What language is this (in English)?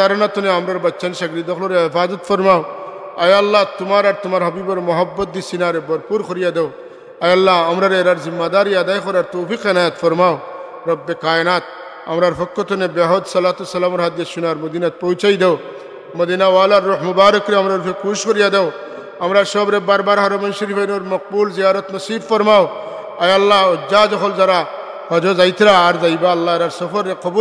Sylheti